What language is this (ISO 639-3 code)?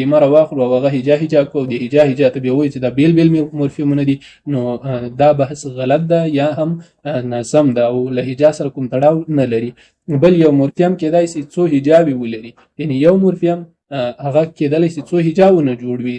pus